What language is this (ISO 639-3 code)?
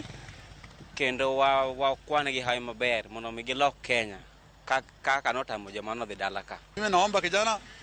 luo